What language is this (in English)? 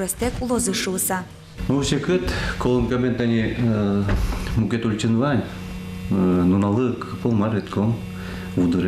Udmurt